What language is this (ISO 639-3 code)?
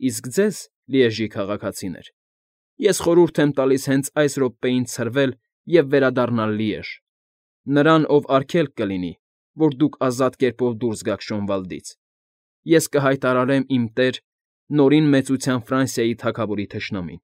hye